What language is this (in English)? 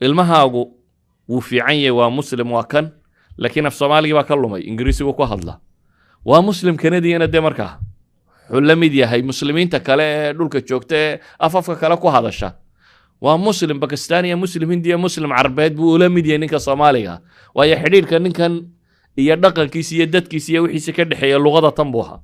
Somali